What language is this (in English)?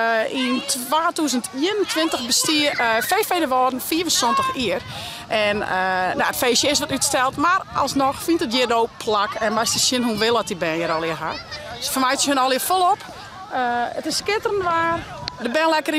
Western Frisian